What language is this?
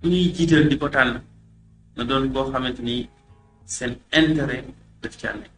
Wolof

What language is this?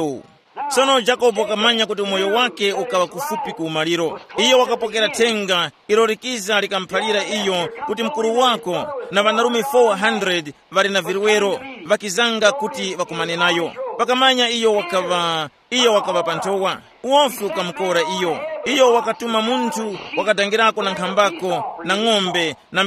Tumbuka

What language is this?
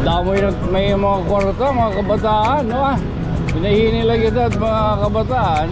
Waray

